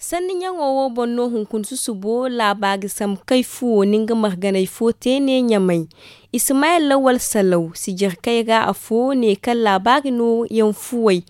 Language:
Zarma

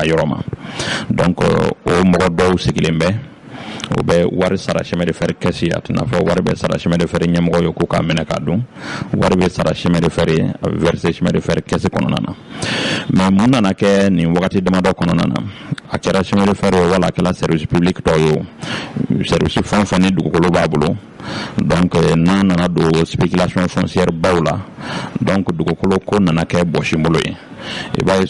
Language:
Bambara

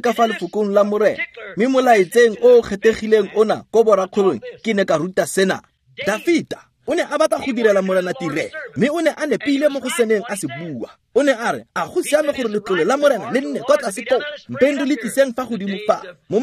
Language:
Tswana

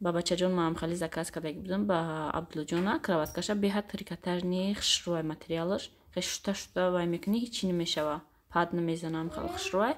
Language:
Tajik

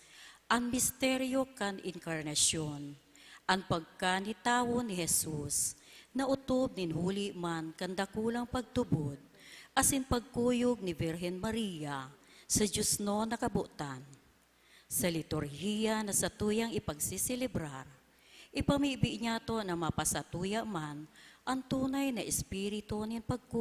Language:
Bikol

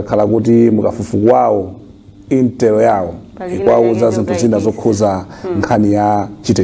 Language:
Nyanja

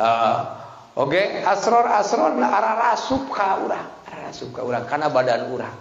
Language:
Sundanese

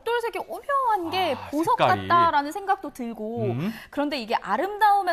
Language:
Korean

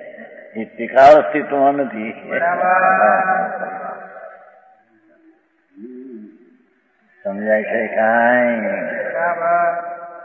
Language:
Gujarati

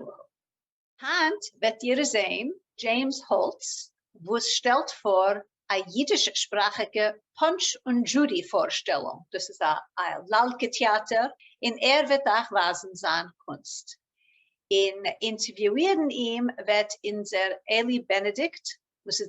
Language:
Yiddish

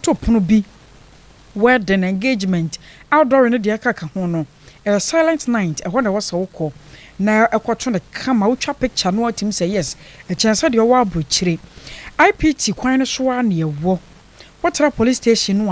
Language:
Akan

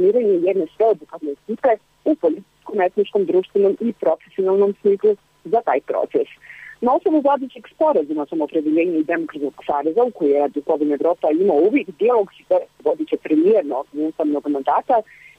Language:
Bosnian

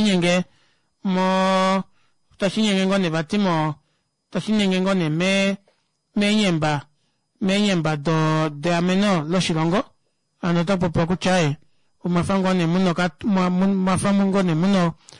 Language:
Kuanyama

